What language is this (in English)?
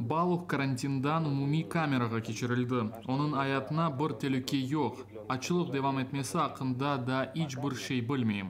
Crimean Tatar